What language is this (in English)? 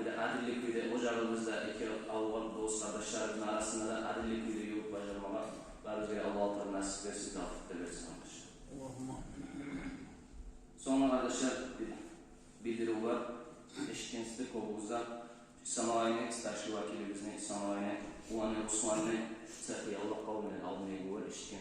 Kumyk